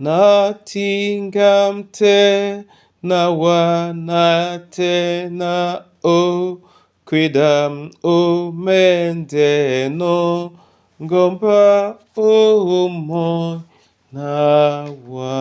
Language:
Duala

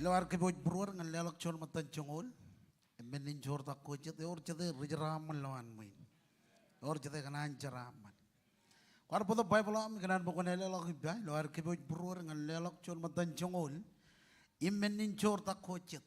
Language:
Marshallese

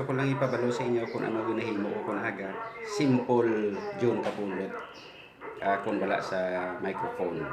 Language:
Hiligaynon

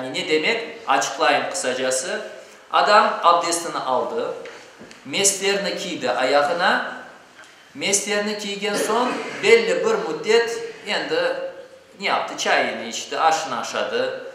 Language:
Crimean Tatar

